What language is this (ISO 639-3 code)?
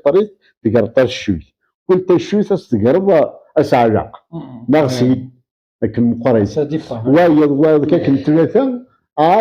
kab